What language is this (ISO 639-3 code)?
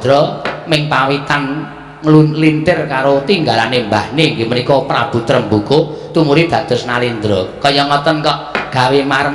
jav